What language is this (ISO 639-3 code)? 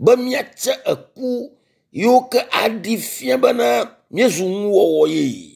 ewe